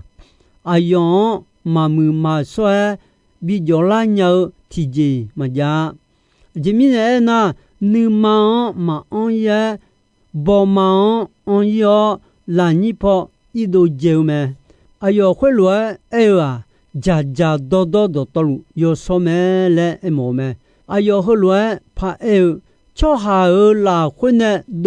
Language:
Akha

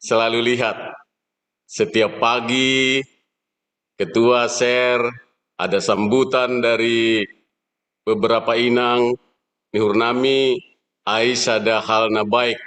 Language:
Batak Simalungun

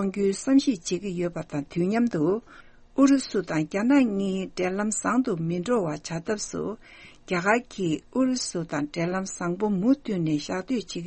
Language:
Tibetan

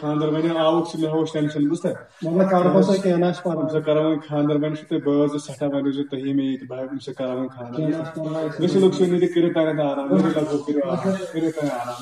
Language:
Kashmiri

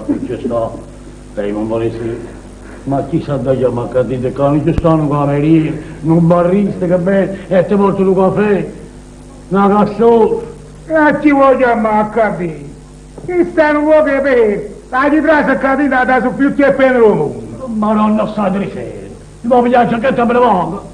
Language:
Neapolitan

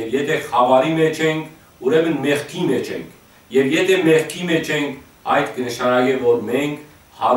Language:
Western Armenian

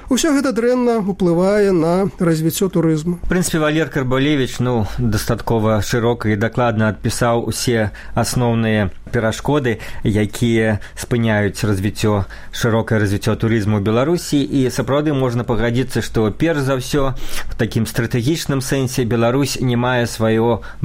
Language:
Belarusian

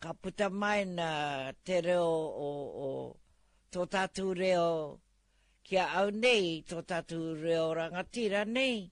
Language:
Māori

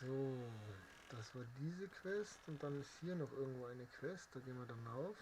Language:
Bavarian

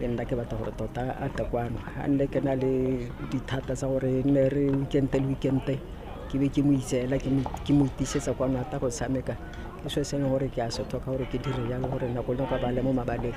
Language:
Tswana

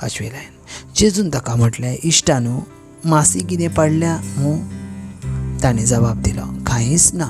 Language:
Konkani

